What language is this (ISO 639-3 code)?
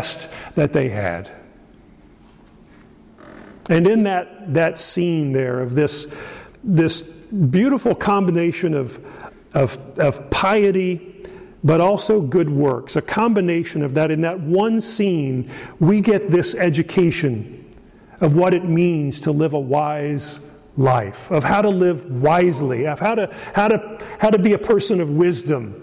eng